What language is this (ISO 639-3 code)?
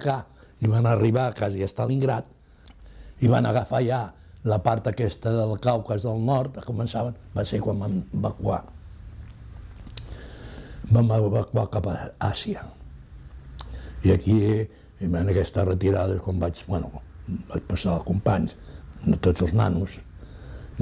cat